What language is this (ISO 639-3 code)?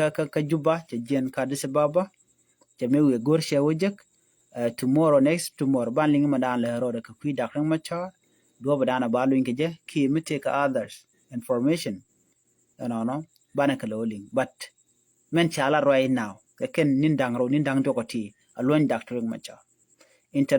nus